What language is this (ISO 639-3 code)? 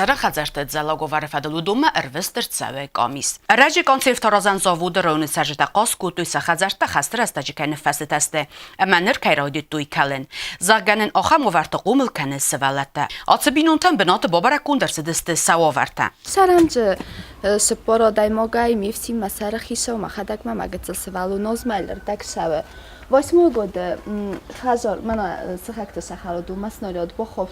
oss